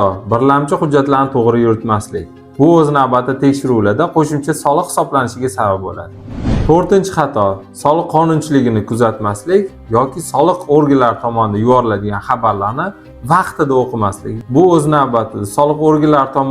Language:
Uzbek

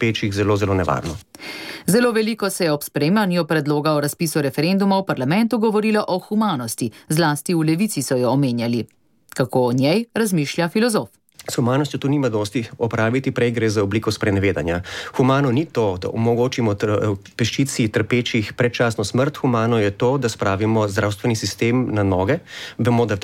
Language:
Slovenian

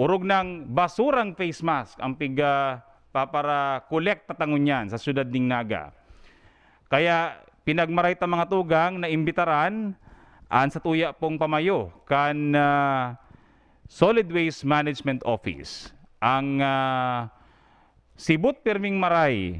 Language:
Bikol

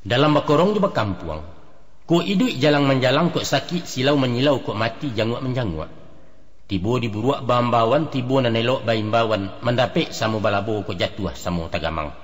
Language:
Minangkabau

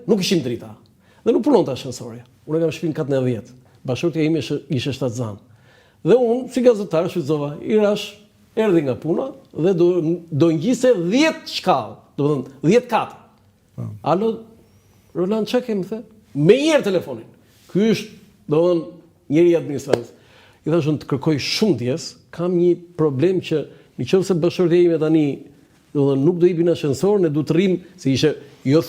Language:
Albanian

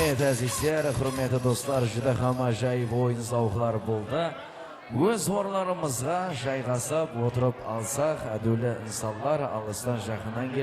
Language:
Kara-Kalpak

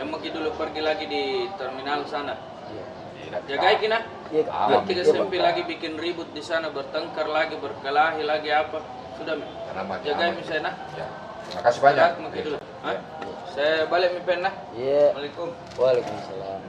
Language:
Makassar Malay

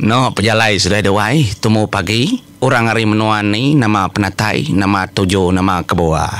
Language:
Iban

